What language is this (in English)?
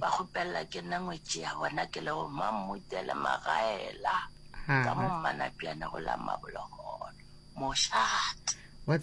Northern Sotho